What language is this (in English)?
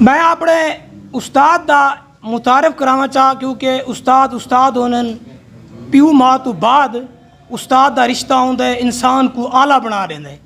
Saraiki